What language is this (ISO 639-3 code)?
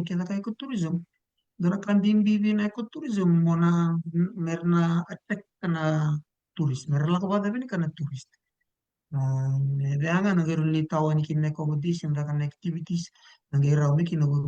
fij